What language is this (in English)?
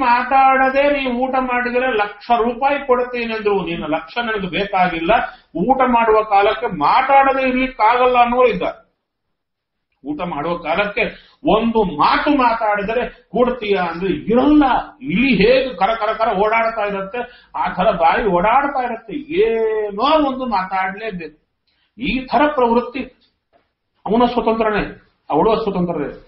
Kannada